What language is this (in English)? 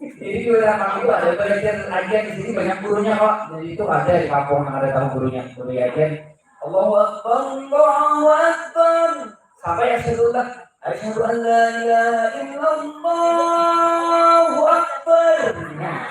Banjar